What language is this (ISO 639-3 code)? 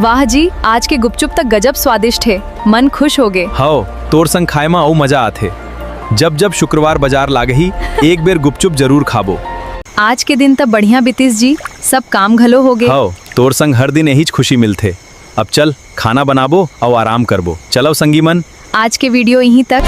hne